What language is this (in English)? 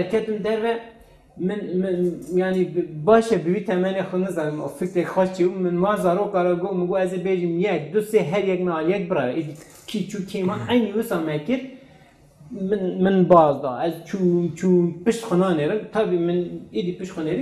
Kurdish